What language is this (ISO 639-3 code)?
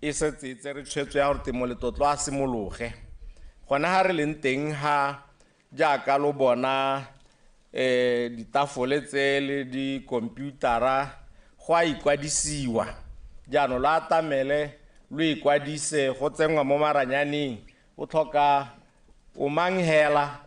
tsn